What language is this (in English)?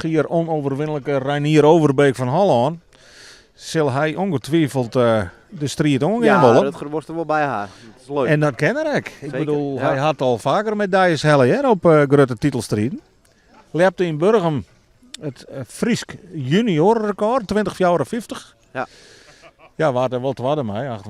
Western Frisian